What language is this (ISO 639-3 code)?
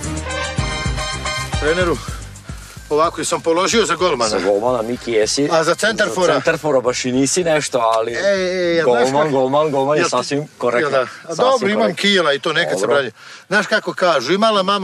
srp